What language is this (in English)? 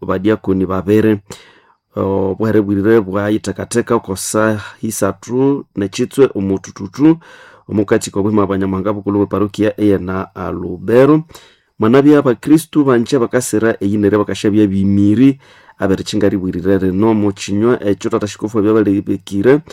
Nande